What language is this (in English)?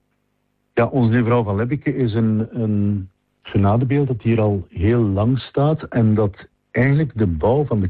Dutch